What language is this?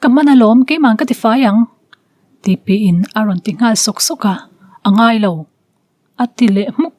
Mizo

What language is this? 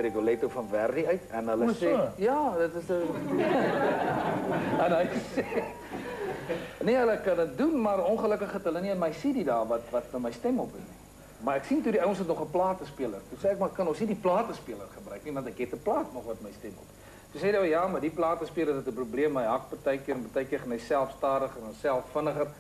Afrikaans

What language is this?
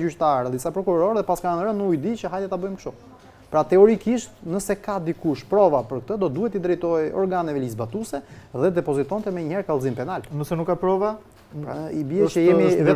Albanian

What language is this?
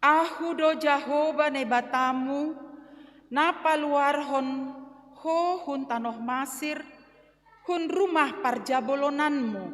Batak Simalungun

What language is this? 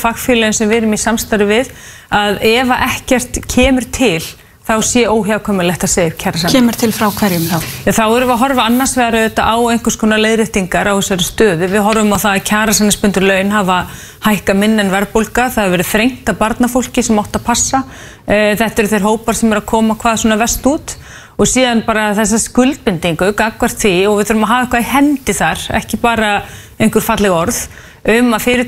Icelandic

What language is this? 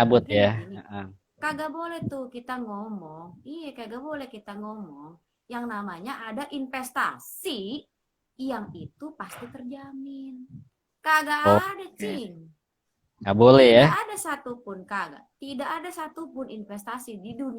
Betawi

